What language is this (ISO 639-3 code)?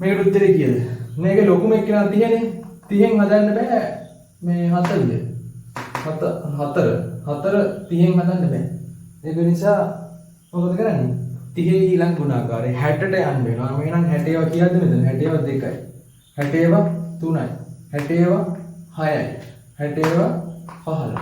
sin